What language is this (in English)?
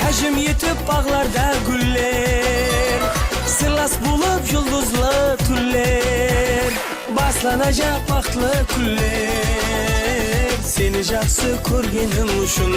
Kara-Kalpak